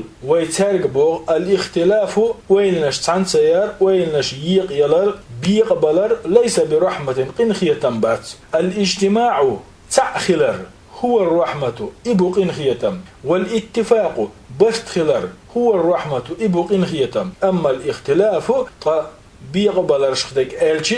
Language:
Chechen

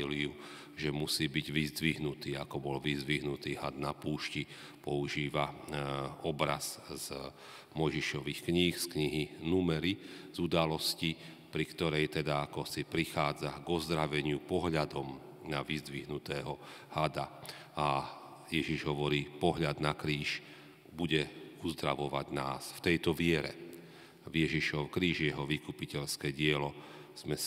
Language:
Slovak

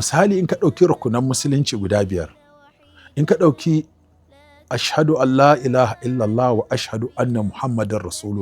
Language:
Hausa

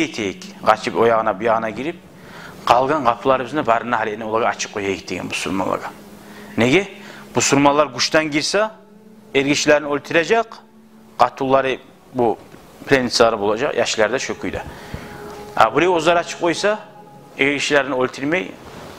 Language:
Kumyk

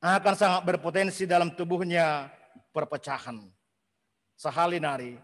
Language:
Batak Simalungun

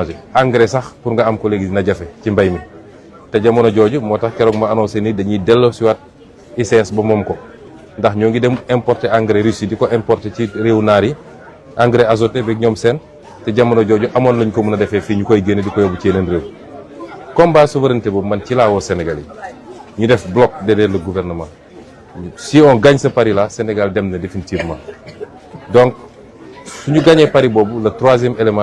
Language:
Wolof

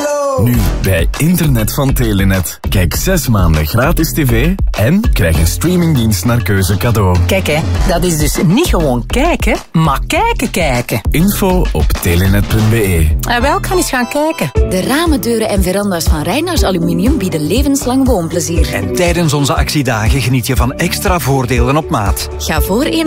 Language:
Dutch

